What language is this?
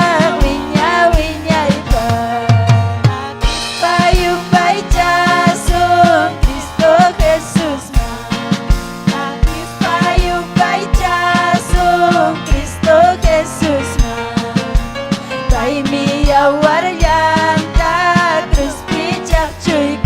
Ayacucho Quechua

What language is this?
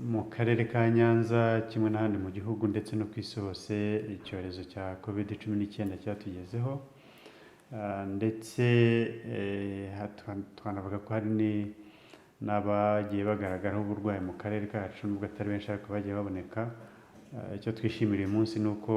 Kinyarwanda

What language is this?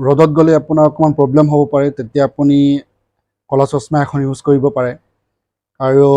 Assamese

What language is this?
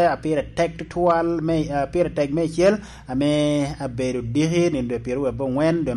Lango (Uganda)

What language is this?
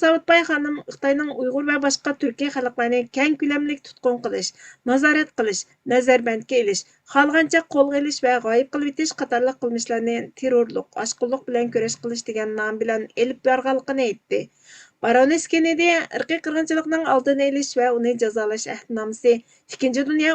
Uyghur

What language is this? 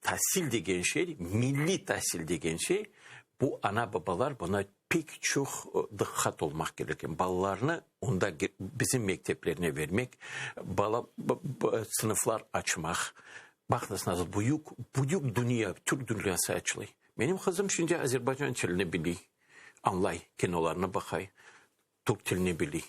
Crimean Tatar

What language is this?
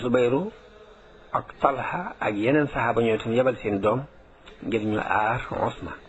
Wolof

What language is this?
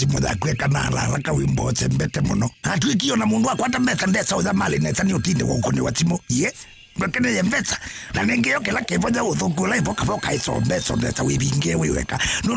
Kamba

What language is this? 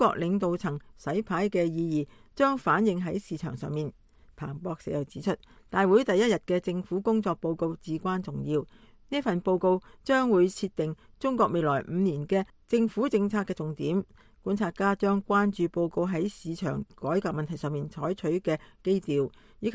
Cantonese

